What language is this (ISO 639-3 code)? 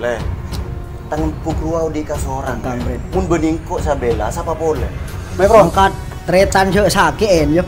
mad